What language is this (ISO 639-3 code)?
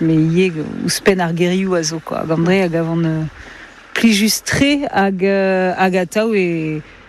bre